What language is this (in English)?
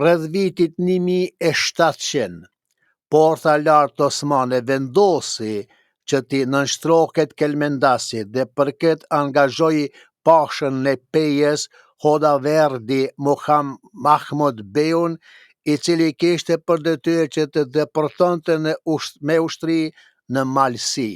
Albanian